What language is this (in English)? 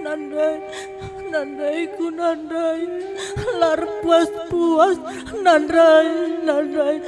Batak Karo